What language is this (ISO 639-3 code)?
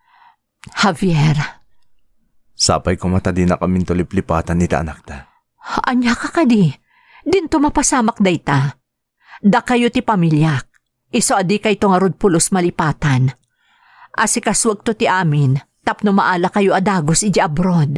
ilo